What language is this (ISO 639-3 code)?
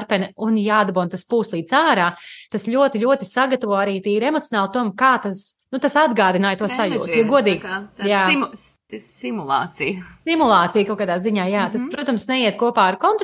lav